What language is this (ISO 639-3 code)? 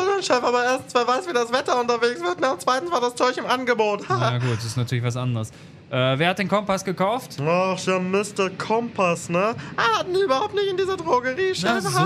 deu